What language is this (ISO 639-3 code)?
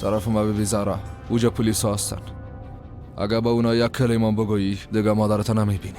fas